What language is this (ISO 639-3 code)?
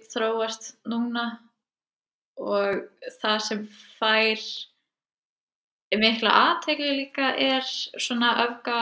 isl